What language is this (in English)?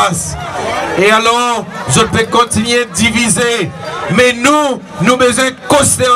Seselwa Creole French